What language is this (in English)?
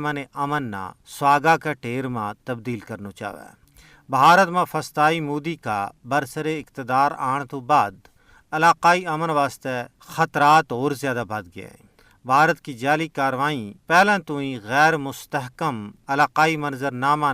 Gujari